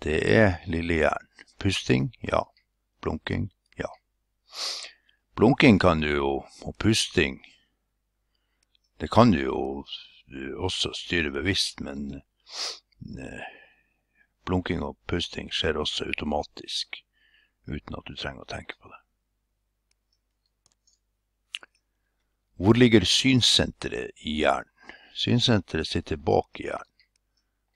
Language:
Norwegian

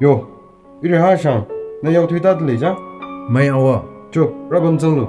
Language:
Tangkhul Naga (India)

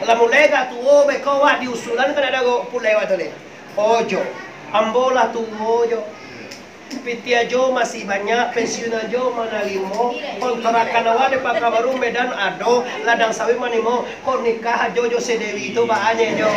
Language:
Minangkabau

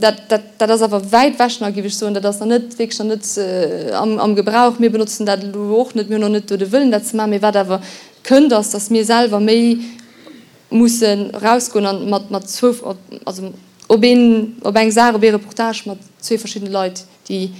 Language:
Luxembourgish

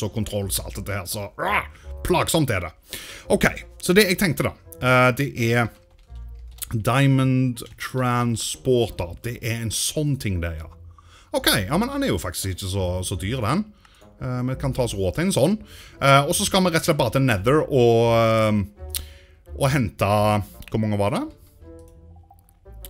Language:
Norwegian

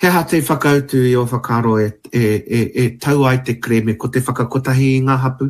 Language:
Māori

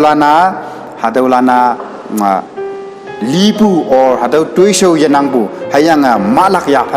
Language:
Konyak Naga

